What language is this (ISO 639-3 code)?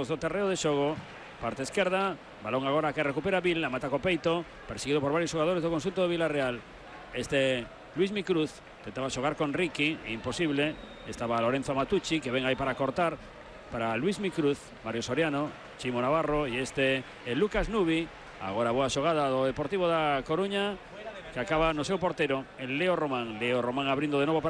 glg